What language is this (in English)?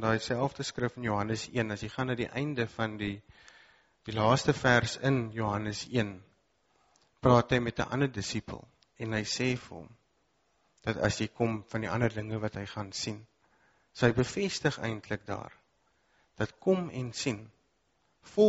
Afrikaans